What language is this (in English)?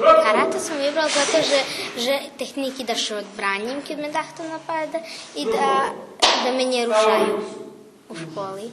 Rusyn